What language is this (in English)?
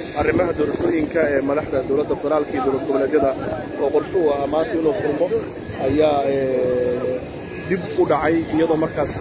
Somali